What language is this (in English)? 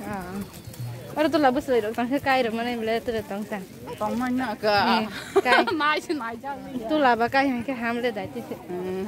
Kok Borok